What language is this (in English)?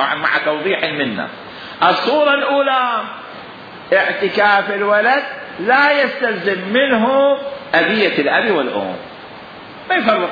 Mesopotamian Arabic